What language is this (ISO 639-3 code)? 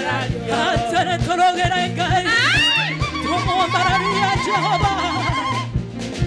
kik